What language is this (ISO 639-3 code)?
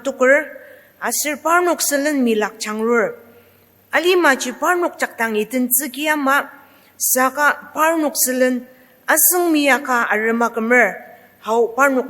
njo